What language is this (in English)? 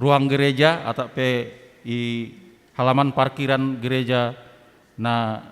Batak Simalungun